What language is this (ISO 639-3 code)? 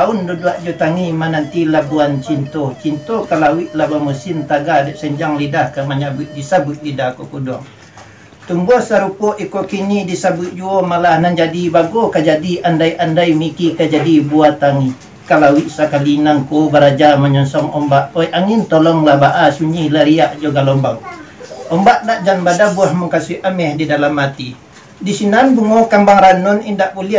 min